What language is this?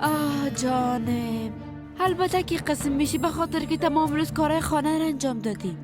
Persian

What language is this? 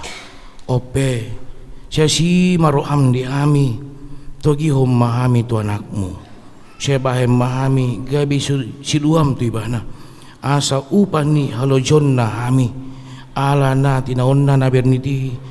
Batak Toba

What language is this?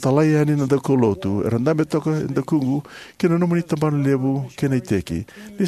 Fijian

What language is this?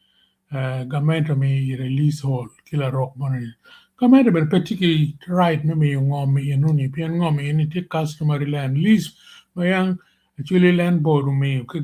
Acoli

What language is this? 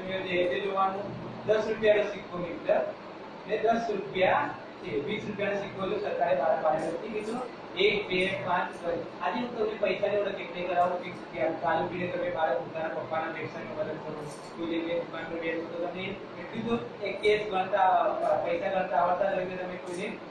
Gujarati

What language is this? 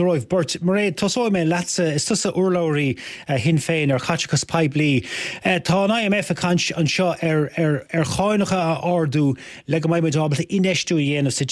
Irish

